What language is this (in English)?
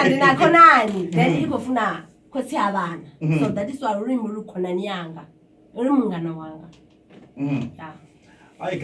Venda